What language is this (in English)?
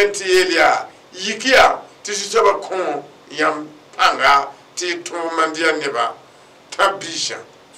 Mossi